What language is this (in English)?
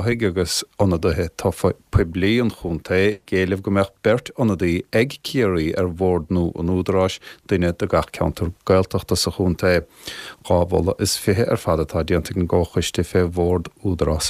Irish